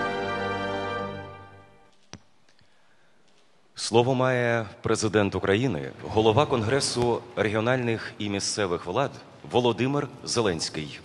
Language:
Ukrainian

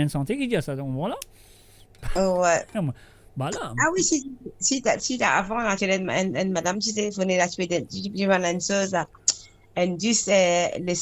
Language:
Morisyen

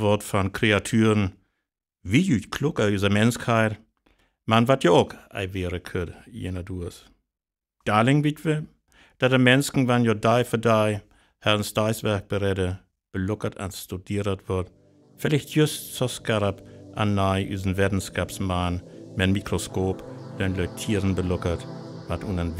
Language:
Northern Frisian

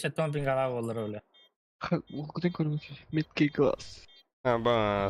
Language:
Yakut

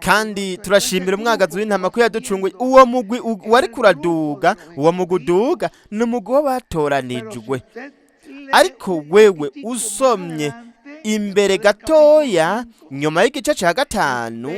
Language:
Rundi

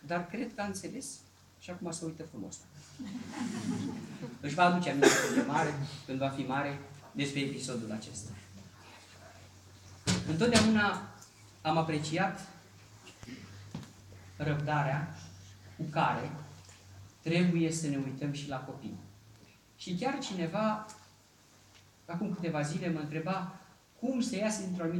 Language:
Romanian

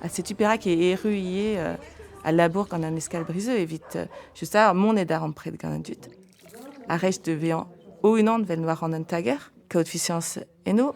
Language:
Breton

